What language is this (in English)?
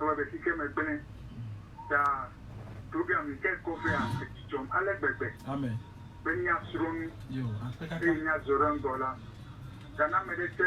Ewe